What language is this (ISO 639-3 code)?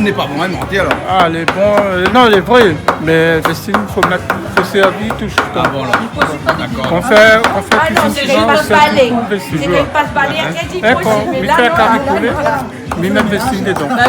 rcf